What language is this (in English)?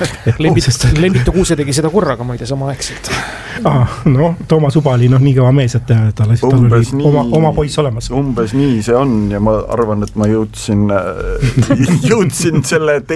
Estonian